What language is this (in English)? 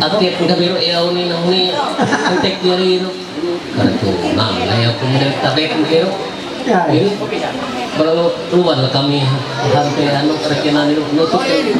Ma'anyan